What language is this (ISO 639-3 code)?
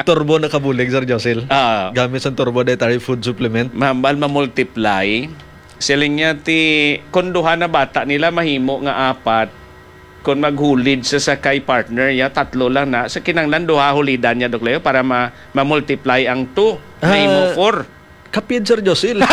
hil